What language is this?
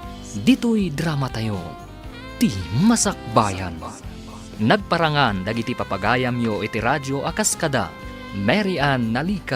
Iloko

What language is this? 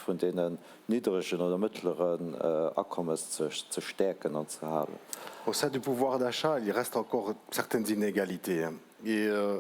Luxembourgish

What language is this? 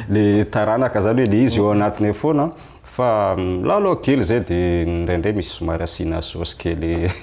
Malagasy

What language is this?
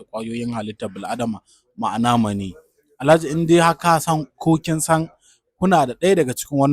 Hausa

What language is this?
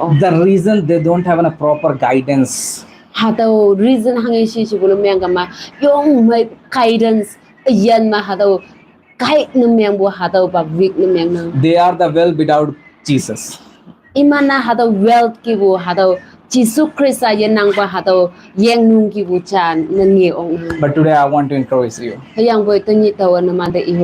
Konyak Naga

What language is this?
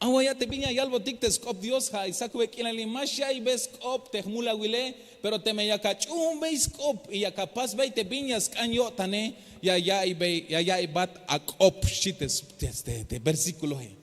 Tzeltal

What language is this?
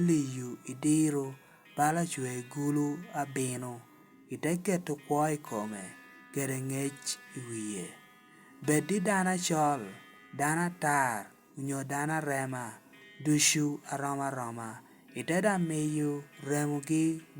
Lango (Uganda)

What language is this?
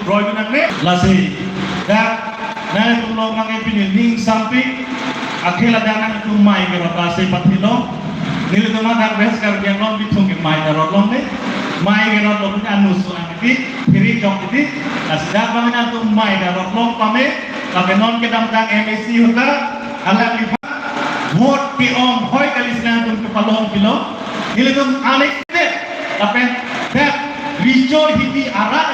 Karbi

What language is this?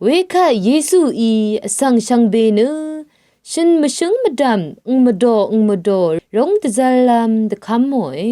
Rawang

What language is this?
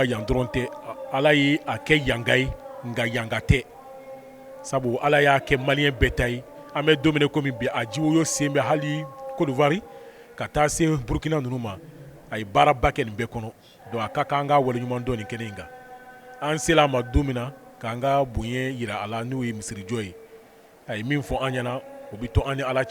Bambara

